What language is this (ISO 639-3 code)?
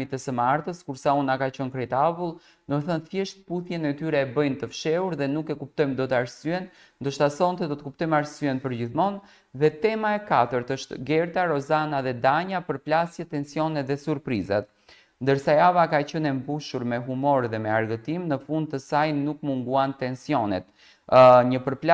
sqi